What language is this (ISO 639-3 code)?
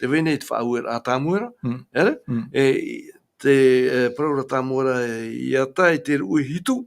tah